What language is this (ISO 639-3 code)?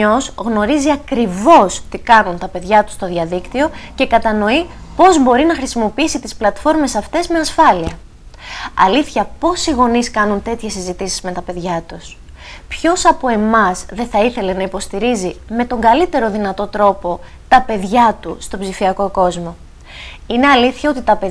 ell